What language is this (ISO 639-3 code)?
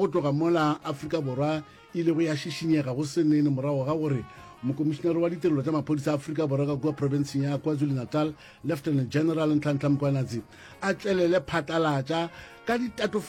nso